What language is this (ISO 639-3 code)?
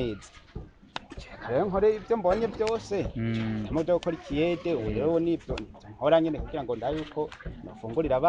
run